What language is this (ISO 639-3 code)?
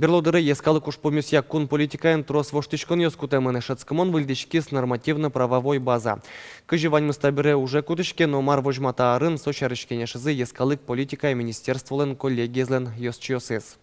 udm